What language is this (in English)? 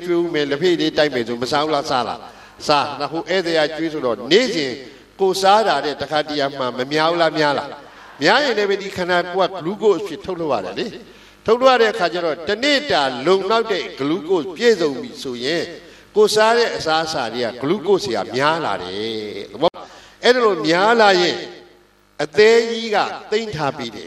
Burmese